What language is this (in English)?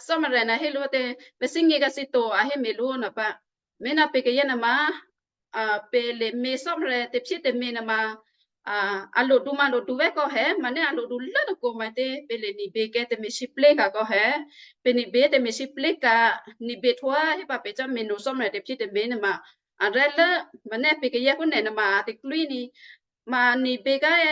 Western Kayah